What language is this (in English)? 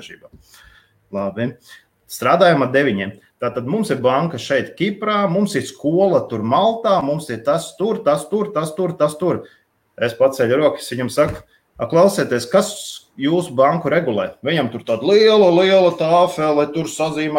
Latvian